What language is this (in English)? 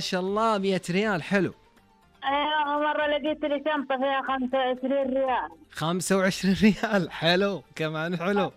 Najdi Arabic